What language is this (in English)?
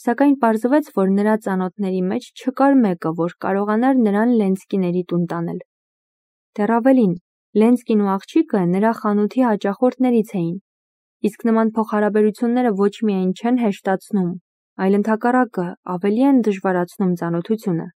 Armenian